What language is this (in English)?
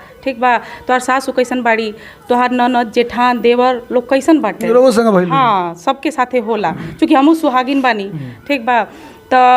Bhojpuri